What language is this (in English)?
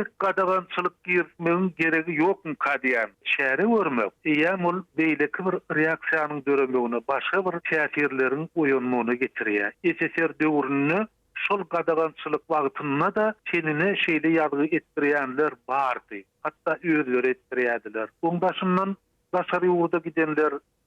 Turkmen